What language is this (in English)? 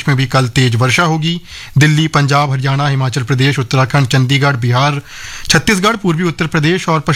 Hindi